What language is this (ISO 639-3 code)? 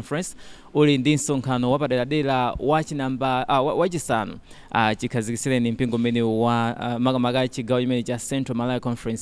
nya